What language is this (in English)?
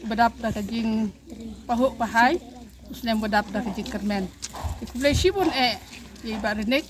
Khasi